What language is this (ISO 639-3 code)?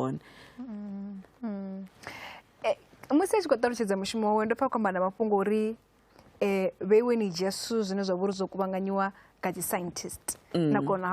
ven